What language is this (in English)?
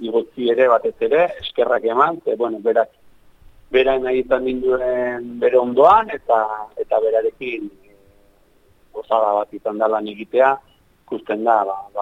Basque